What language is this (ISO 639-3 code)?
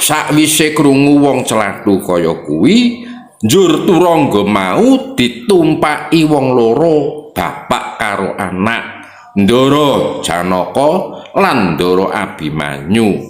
jav